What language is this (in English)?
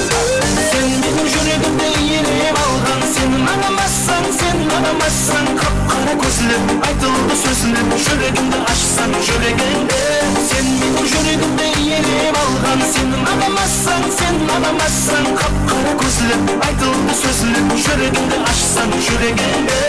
Kara-Kalpak